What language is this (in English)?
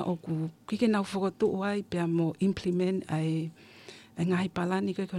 Tongan